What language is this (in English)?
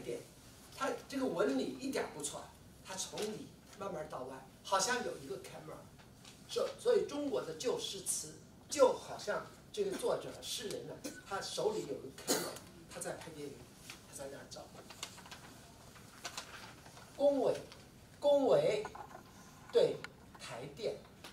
Chinese